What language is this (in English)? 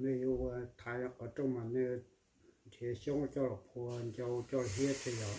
Hmong